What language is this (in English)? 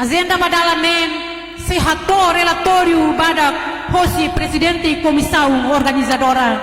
Tetum